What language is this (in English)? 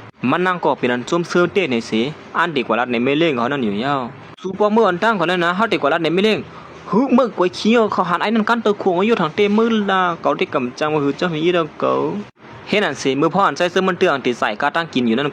Shan